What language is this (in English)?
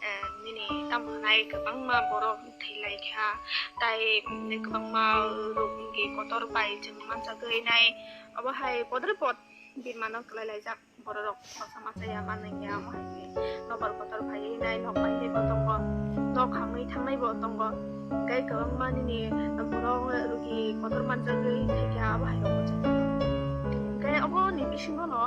Kok Borok